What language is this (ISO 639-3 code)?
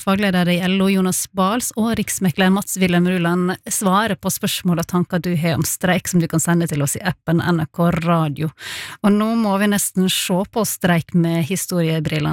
nor